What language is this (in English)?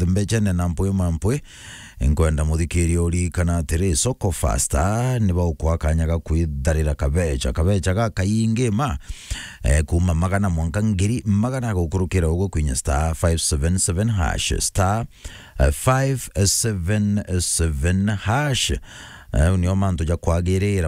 Meru